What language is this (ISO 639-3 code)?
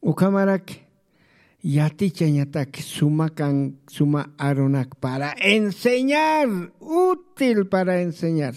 aym